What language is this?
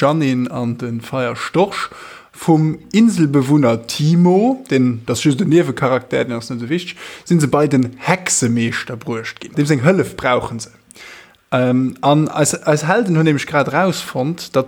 Luxembourgish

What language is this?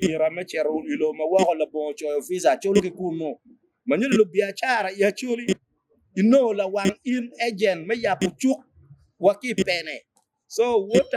Acoli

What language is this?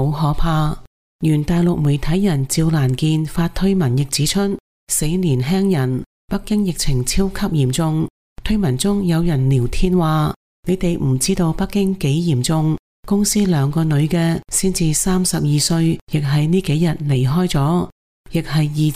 Cantonese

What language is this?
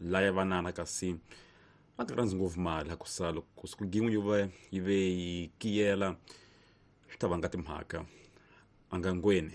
Tsonga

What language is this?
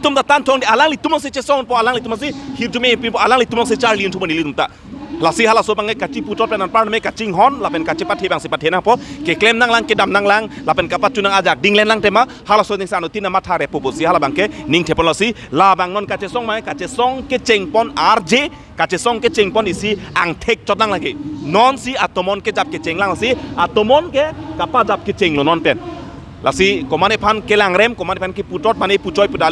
Karbi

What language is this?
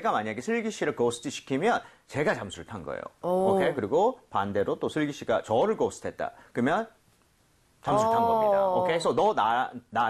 Korean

